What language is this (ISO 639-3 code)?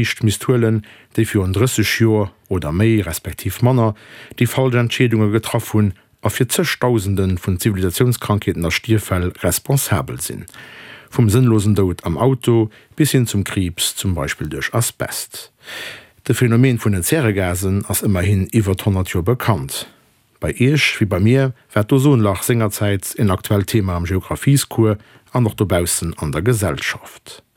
ltz